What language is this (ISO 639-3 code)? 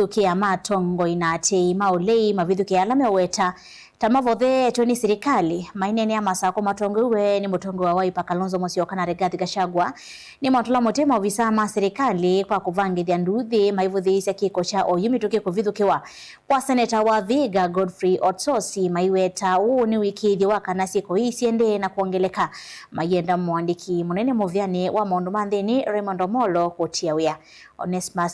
kam